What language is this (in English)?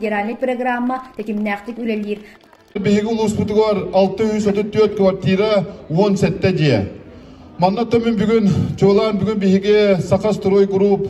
Yakut